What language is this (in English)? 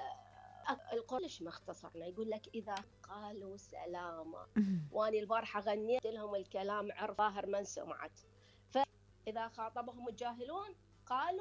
Mesopotamian Arabic